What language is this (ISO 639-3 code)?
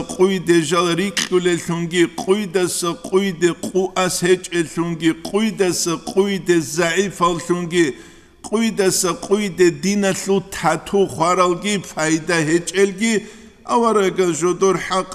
ava